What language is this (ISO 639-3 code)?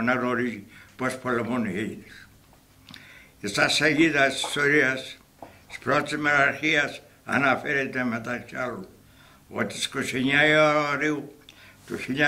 ell